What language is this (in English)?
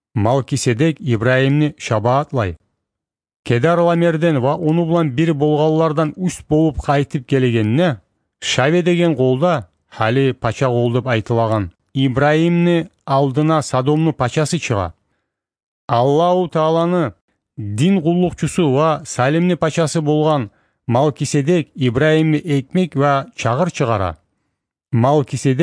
Kumyk